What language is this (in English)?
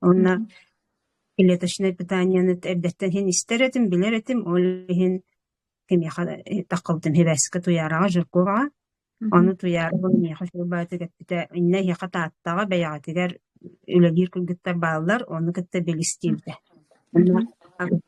Yakut